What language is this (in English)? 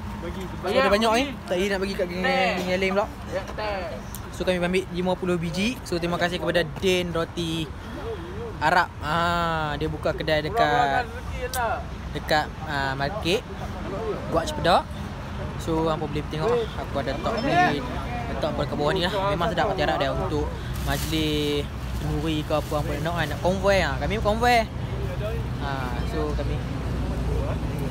Malay